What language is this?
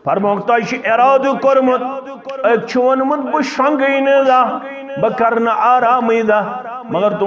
Kashmiri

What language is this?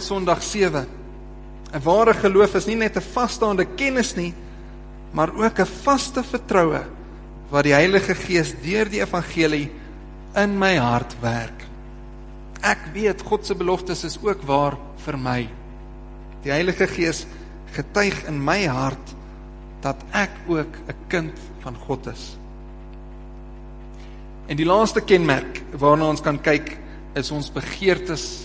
Afrikaans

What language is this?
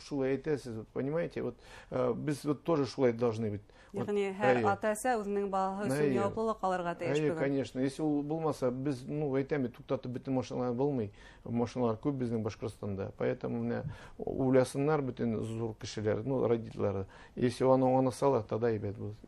Bashkir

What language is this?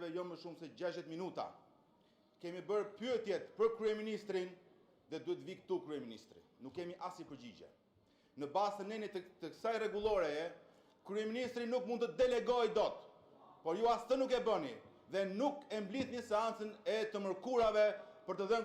Albanian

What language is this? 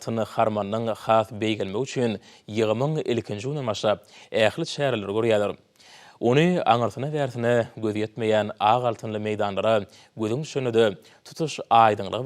Turkmen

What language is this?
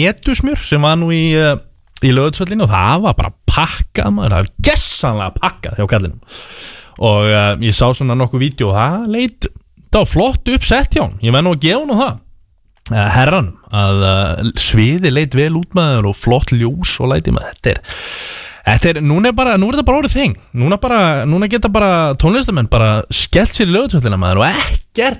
Icelandic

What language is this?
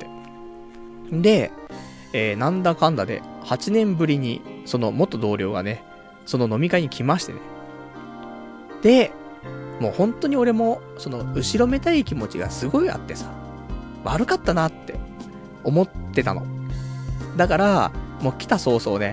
Japanese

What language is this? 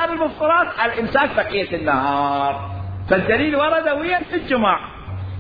Mesopotamian Arabic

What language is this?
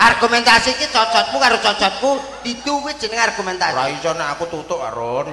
Javanese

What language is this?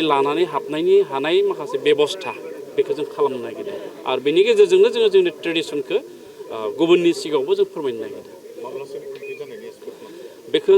Bodo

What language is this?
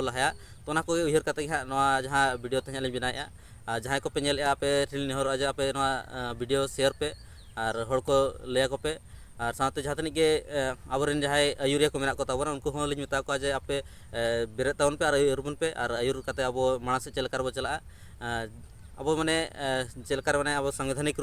Santali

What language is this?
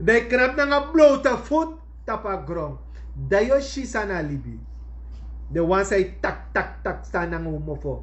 Sranan Tongo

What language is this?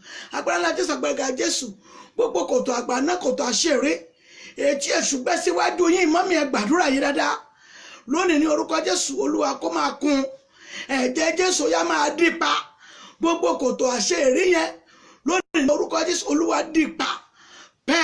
Yoruba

